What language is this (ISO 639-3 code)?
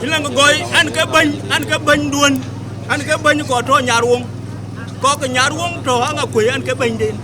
din